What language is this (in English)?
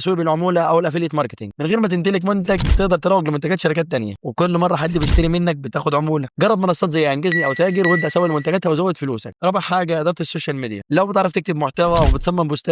Egyptian Arabic